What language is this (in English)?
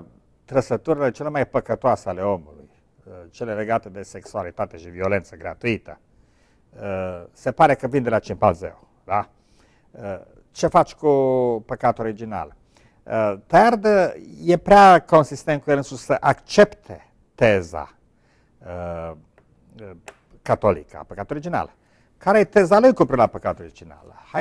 Romanian